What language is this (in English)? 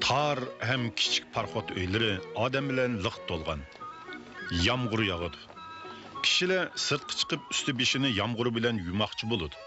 Uyghur